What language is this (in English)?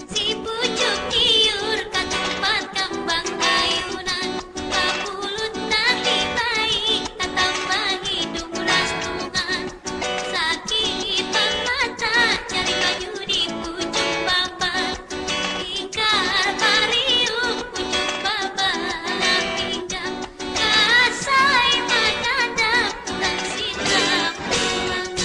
Banjar